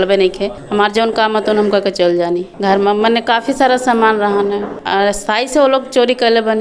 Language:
Bhojpuri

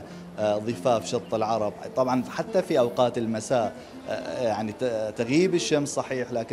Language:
Mesopotamian Arabic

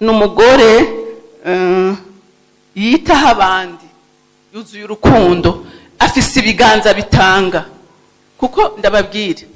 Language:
Rundi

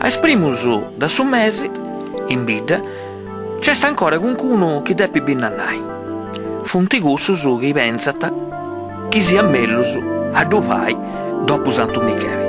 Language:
Sardinian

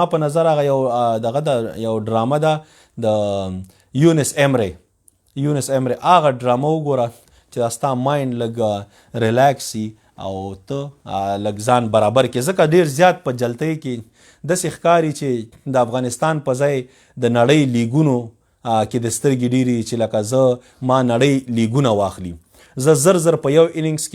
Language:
Pashto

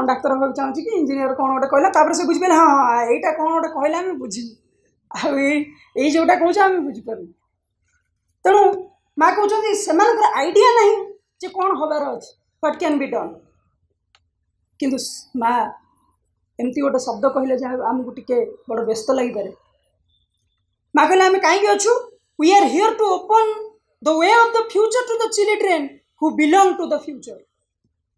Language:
Odia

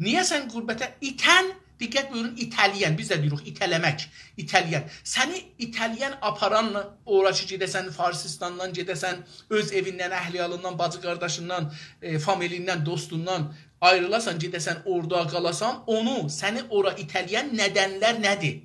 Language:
South Azerbaijani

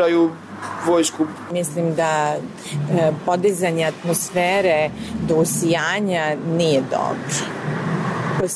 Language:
Serbian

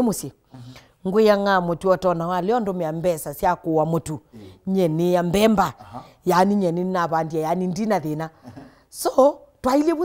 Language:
Kamba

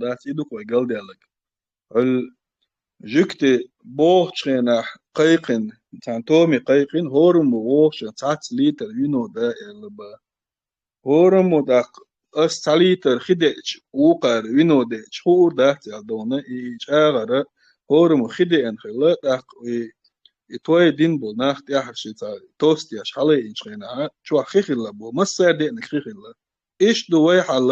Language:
Chechen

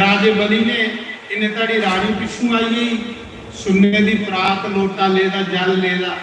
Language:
Dogri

